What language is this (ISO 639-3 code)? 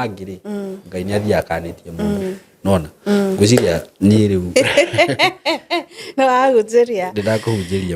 kik